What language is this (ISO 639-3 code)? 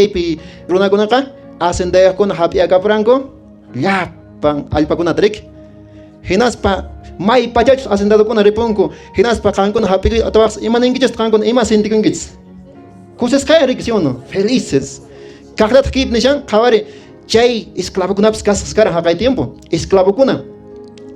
que